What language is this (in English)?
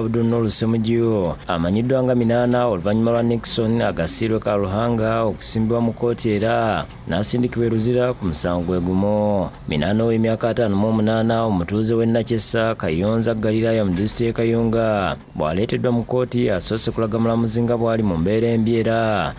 Ganda